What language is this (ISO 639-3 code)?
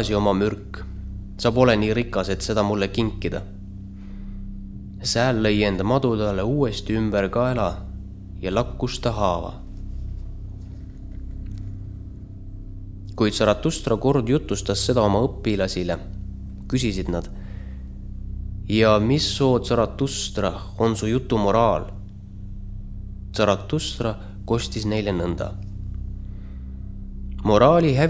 est